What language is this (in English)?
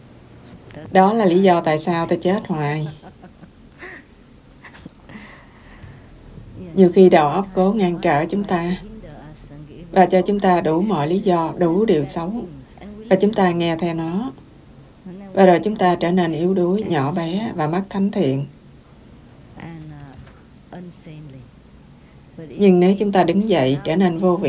Vietnamese